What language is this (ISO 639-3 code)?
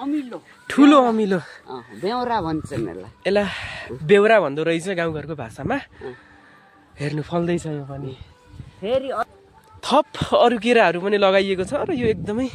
nep